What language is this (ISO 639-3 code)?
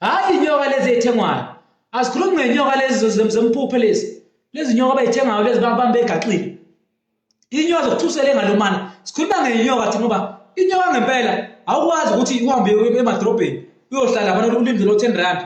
zul